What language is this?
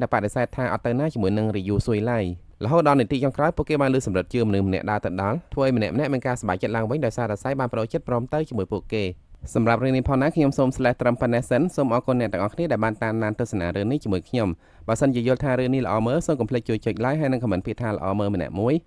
Khmer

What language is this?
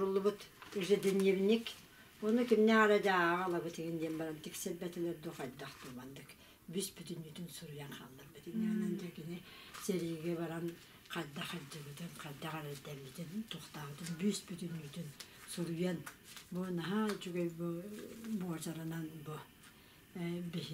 Yakut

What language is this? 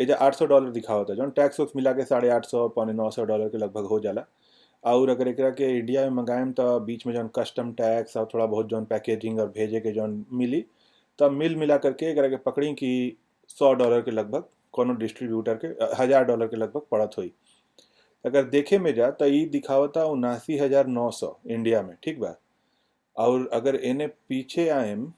Bhojpuri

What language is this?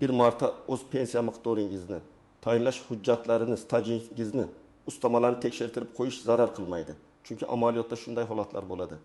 Uzbek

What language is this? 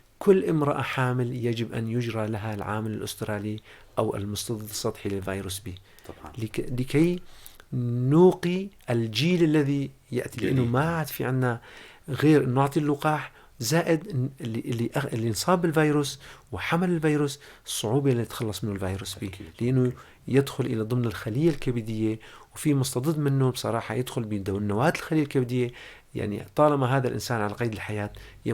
North Levantine Arabic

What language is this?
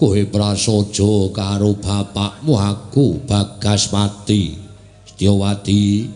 Javanese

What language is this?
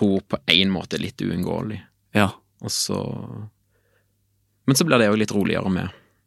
Norwegian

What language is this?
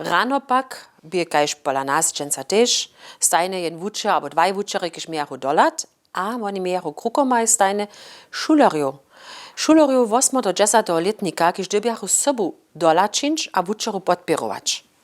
Upper Sorbian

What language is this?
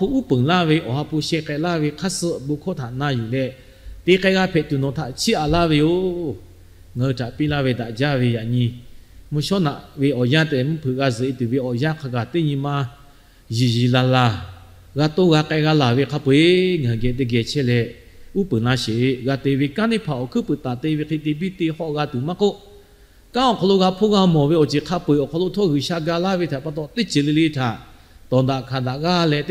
Lahu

